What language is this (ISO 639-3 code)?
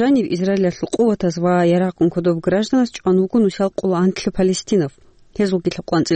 ava